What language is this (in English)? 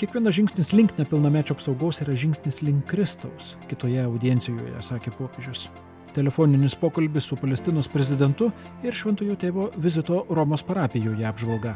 Lithuanian